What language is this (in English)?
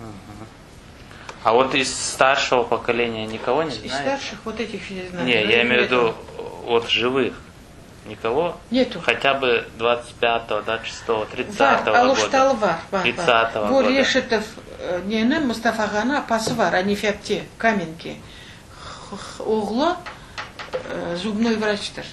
Crimean Tatar